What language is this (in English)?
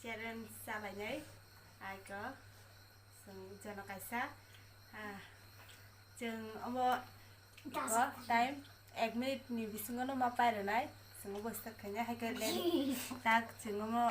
Kok Borok